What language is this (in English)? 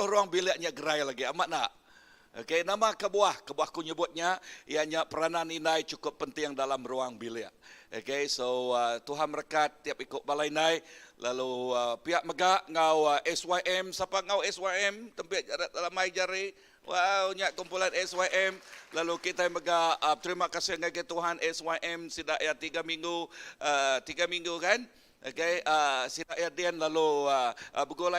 Iban